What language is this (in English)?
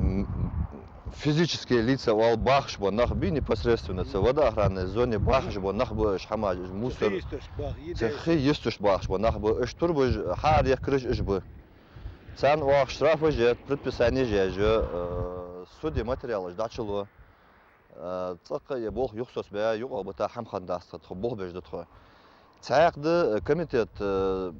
Ingush